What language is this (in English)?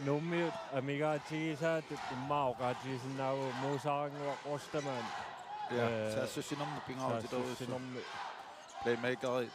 Kalaallisut